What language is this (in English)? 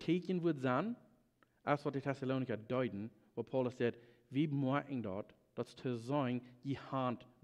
Plautdietsch